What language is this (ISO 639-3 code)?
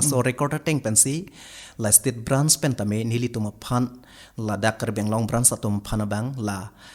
mjw